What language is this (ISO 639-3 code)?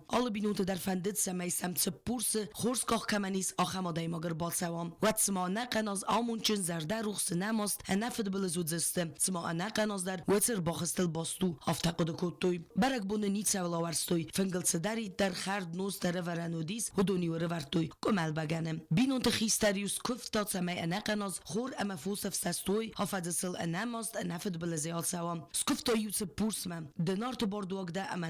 oss